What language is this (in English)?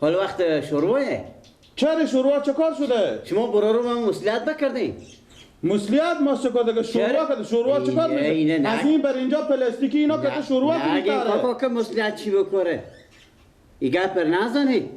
Persian